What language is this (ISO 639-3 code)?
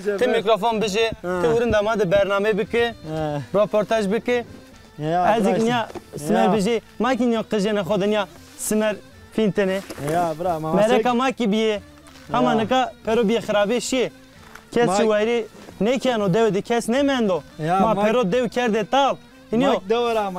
zza